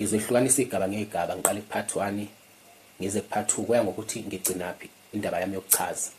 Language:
Zulu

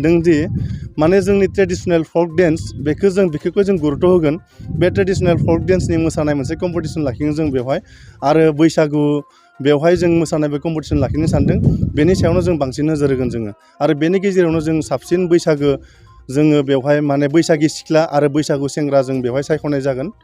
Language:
Bodo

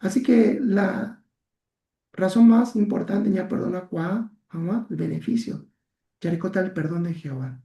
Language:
Guarani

